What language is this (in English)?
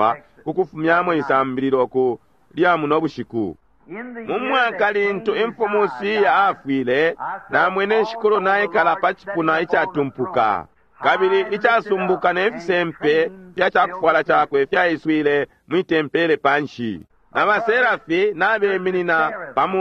Bemba